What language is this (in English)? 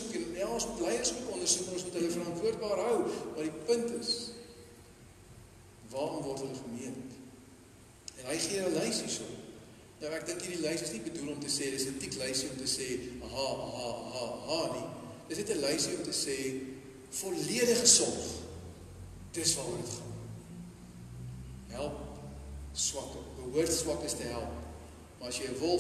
Afrikaans